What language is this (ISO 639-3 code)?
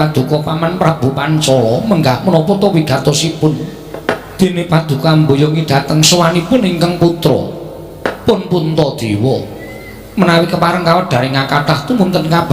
jav